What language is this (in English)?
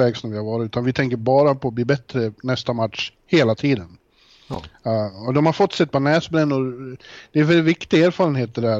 Swedish